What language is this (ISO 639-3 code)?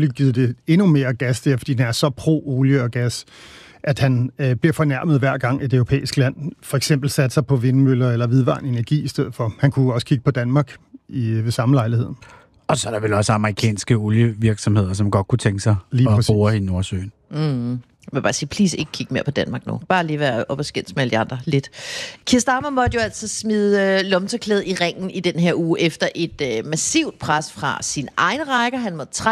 dan